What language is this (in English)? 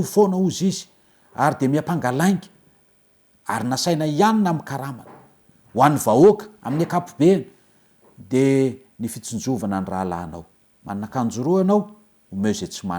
Malagasy